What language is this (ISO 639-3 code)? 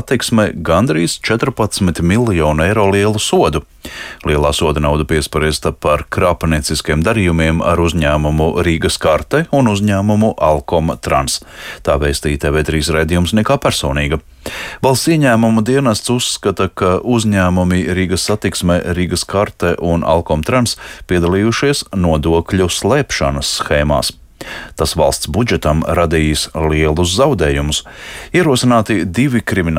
lav